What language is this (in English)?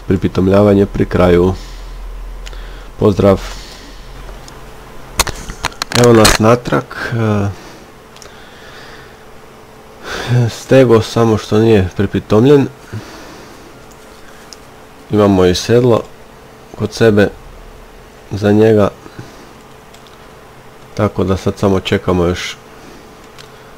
Croatian